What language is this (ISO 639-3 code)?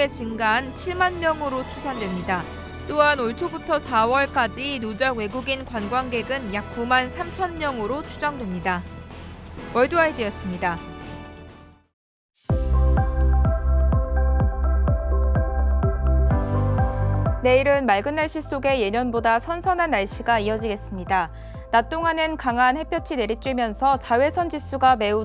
kor